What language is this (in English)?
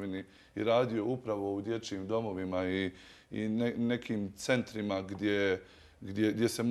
Bosnian